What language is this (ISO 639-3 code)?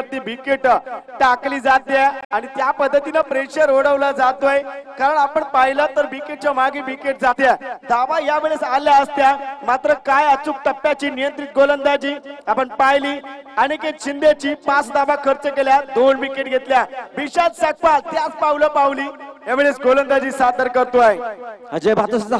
mar